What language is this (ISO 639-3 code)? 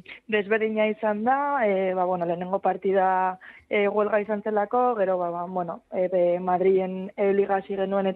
eus